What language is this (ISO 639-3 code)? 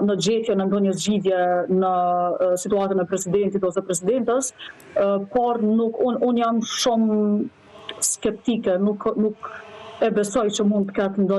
sqi